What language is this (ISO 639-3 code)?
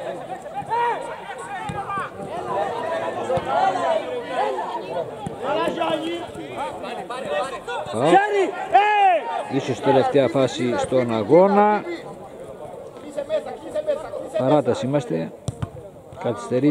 ell